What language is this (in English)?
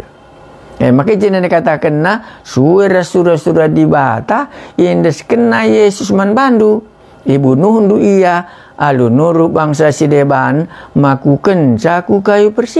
Batak Karo